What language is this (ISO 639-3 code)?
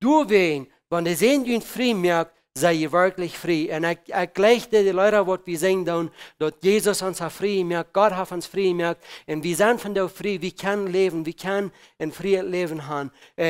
pdt